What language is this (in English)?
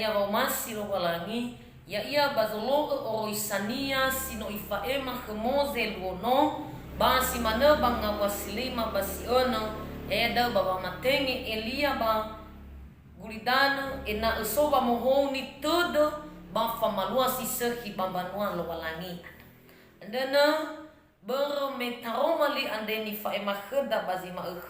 Nias